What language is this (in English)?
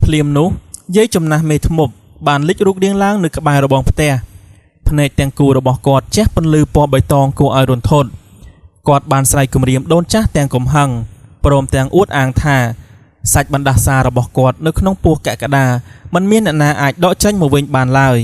Khmer